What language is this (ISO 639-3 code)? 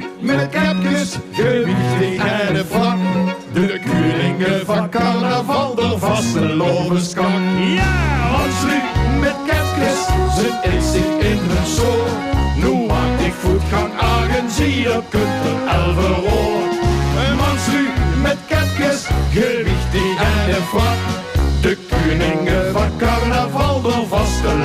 lim